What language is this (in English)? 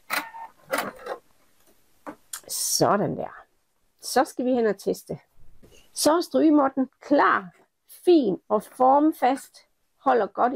Danish